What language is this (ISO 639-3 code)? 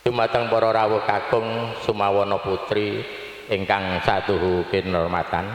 jav